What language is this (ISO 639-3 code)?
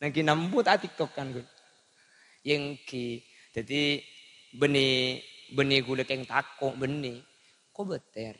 mad